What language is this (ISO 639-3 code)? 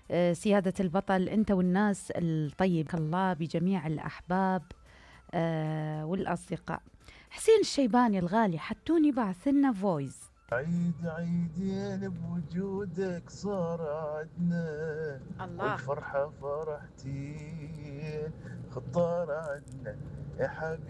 acm